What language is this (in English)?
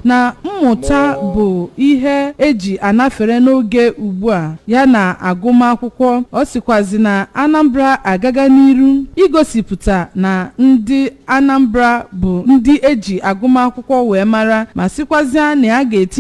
Igbo